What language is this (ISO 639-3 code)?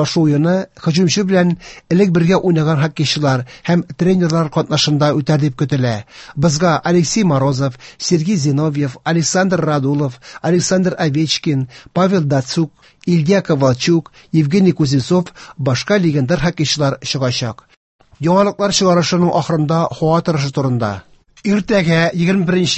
tat